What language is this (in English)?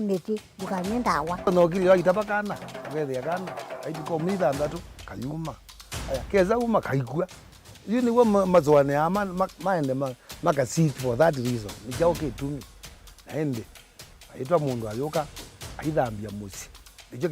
Kamba